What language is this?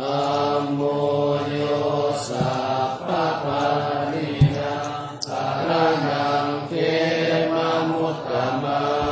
Pali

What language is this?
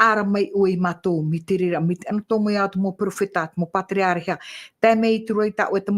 Tahitian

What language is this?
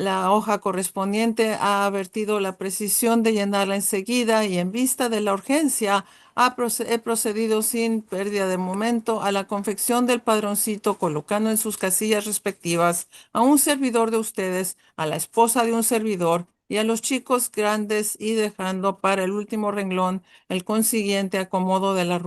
Ladino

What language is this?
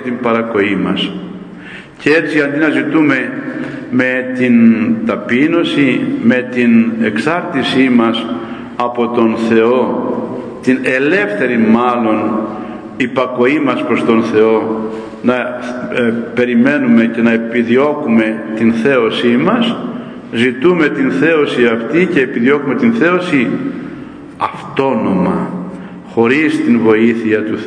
Greek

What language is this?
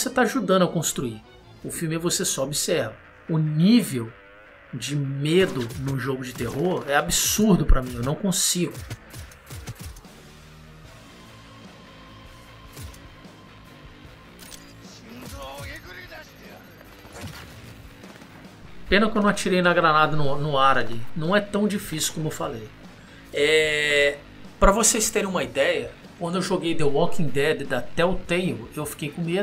Portuguese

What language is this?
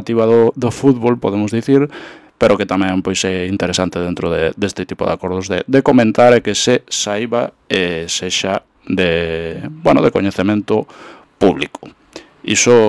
Galician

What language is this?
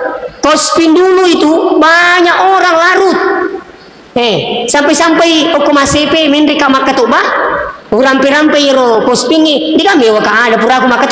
Buginese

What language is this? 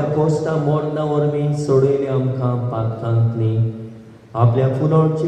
Konkani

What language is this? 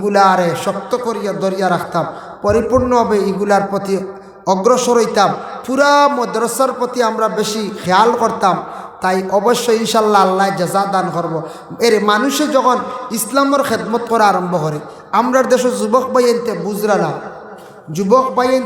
Sylheti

